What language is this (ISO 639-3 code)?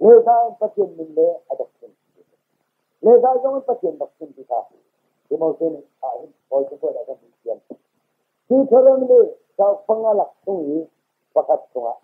cnh